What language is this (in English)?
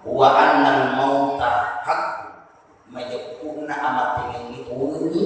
Buginese